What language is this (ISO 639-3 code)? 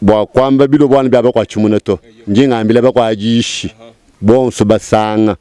lua